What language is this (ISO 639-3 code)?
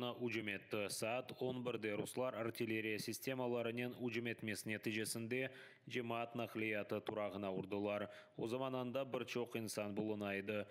crh